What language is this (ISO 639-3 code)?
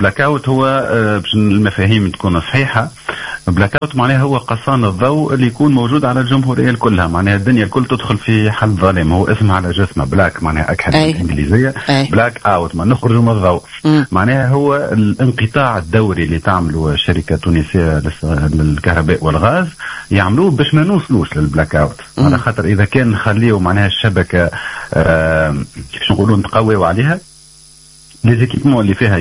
aeb